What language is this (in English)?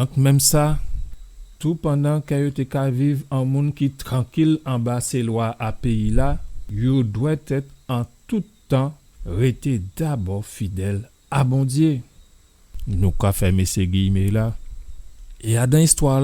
Guadeloupean Creole French